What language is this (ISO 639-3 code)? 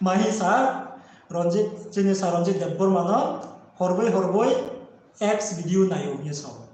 ria